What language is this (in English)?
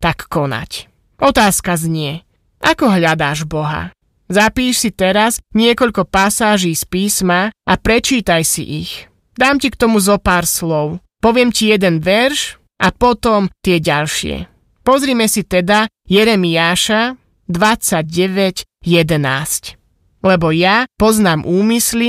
Slovak